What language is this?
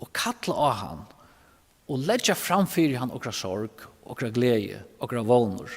Faroese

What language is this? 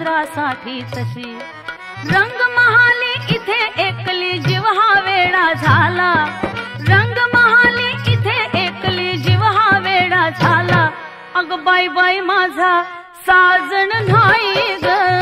Marathi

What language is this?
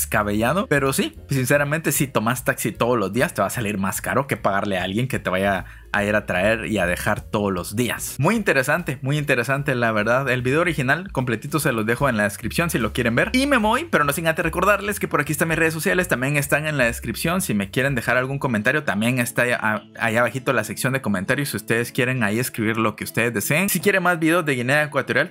Spanish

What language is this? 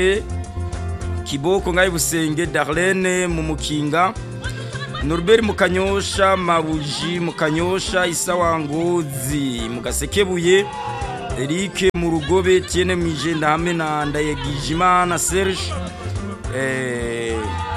Rundi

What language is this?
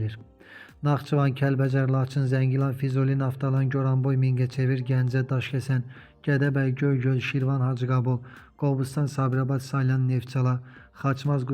Azerbaijani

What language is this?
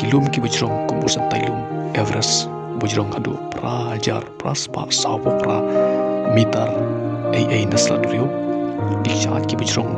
Khasi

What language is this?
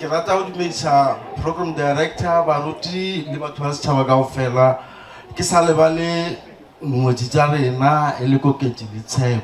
Northern Sotho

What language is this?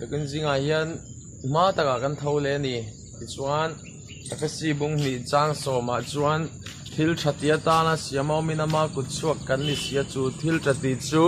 Mizo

